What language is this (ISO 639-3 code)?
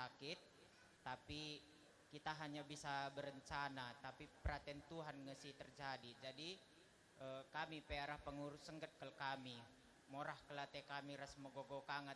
btx